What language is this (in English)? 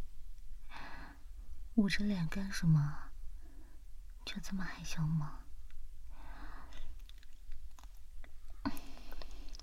Chinese